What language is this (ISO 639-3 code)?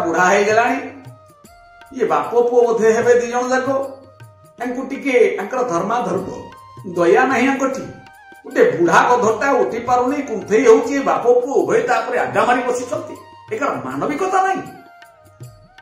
ori